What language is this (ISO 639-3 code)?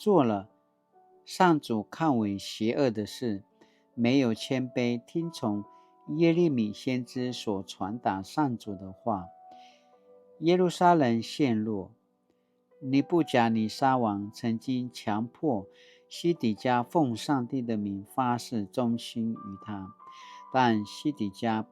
pwn